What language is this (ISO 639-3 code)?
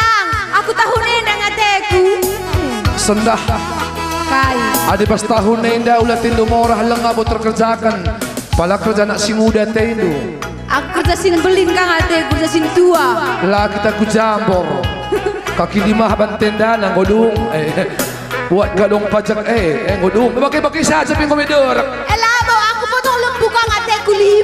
btx